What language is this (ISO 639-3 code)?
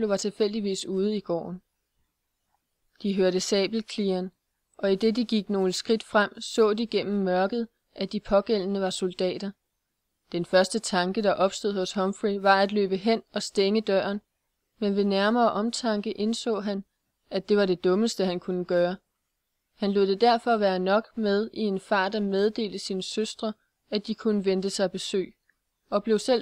dan